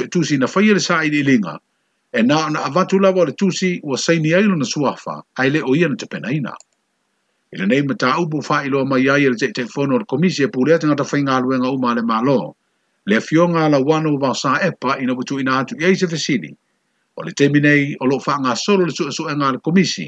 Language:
Samoan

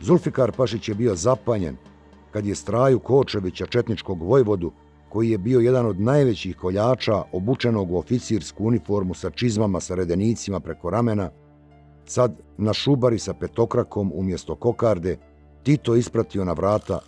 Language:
Bosnian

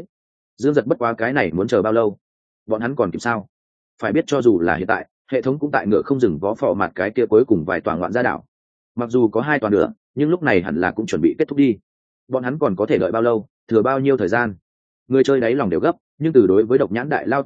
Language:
Vietnamese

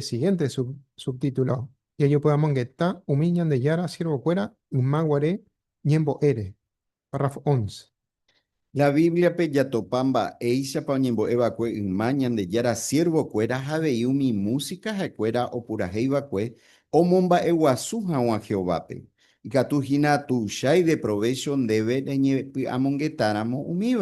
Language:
Guarani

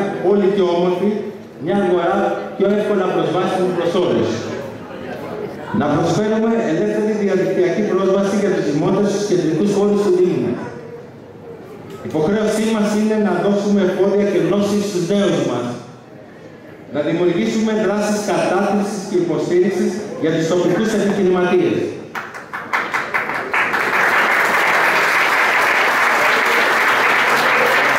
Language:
Greek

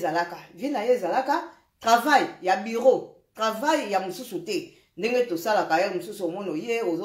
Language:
Lingala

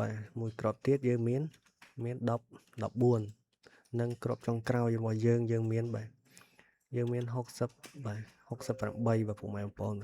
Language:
Khmer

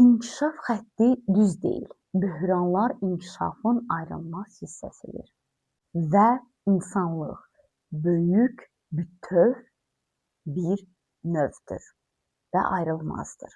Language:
Azerbaijani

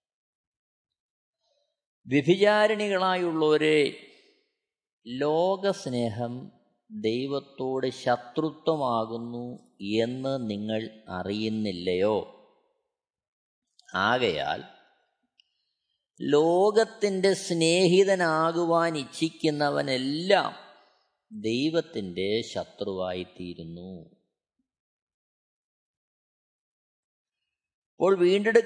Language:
Malayalam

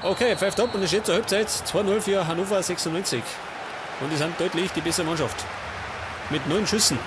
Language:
Bavarian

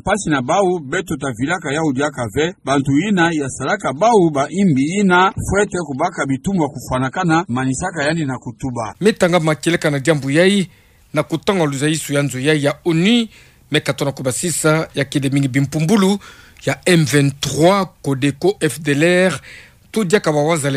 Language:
Kituba (Democratic Republic of Congo)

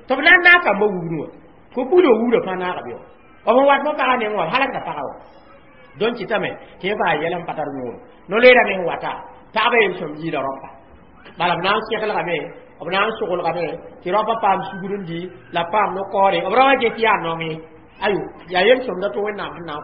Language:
Mossi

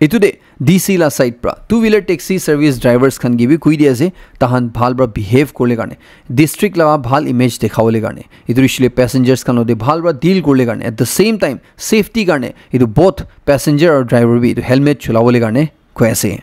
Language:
Naga Pidgin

